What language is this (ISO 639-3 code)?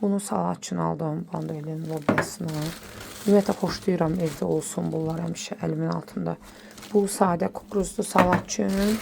aze